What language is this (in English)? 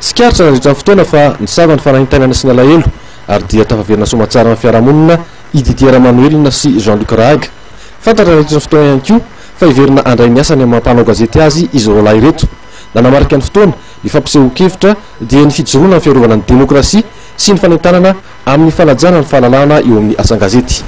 Malagasy